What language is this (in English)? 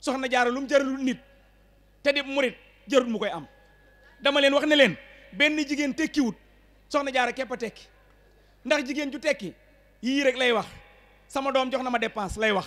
Wolof